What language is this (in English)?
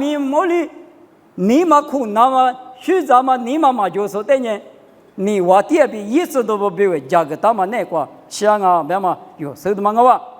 Lisu